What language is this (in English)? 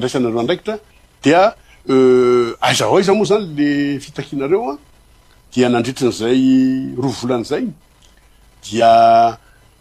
Malagasy